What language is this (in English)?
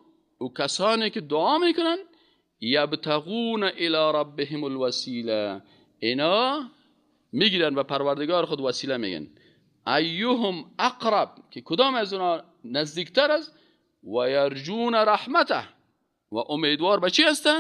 Persian